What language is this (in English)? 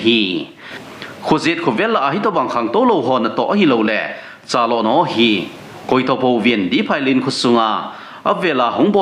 Thado Chin